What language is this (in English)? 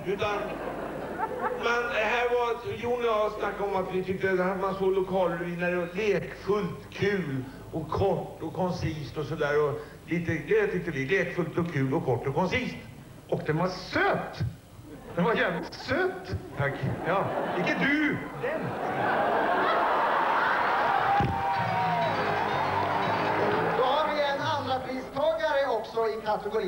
Swedish